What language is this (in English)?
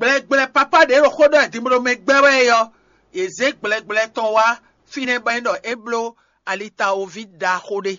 Fon